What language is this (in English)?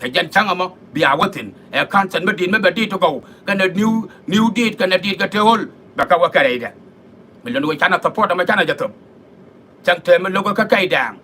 Nuer